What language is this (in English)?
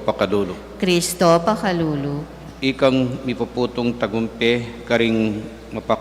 Pampanga